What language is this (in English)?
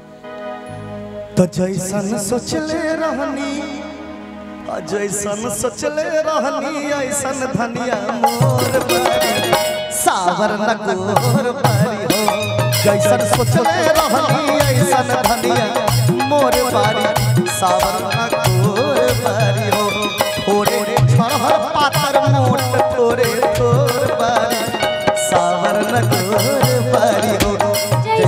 Bhojpuri